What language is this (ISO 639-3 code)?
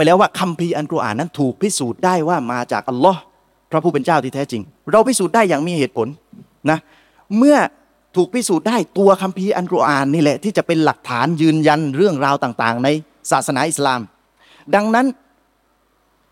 tha